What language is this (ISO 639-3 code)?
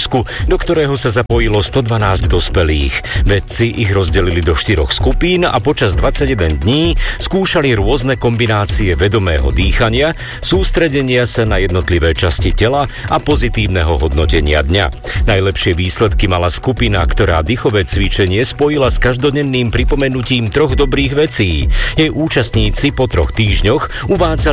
slk